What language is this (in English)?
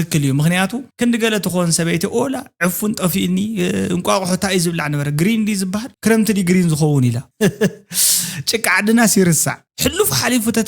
Tigrinya